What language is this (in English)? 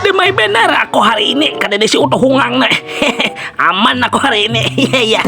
Banjar